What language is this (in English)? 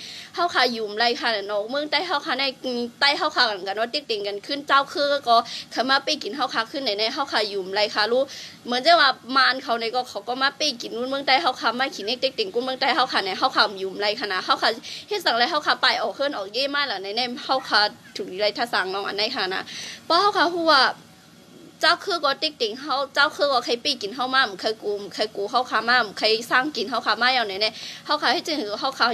Shan